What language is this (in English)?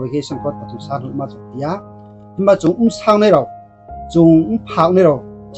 Riang (India)